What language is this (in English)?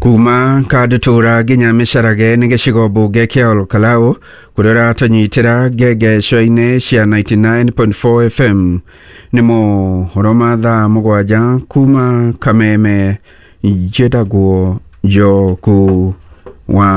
Kikuyu